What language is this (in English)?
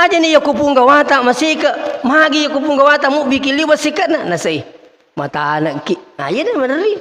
Buginese